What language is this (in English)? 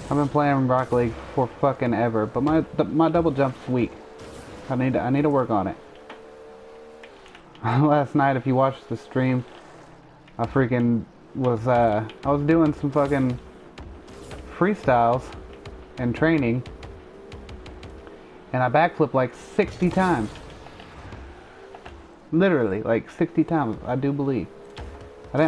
English